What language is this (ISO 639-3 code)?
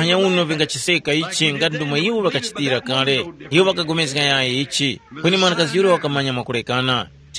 tum